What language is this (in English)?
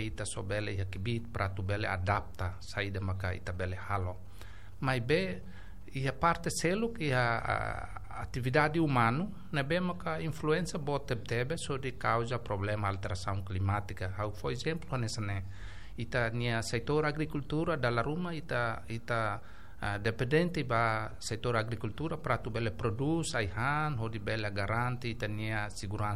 Tetum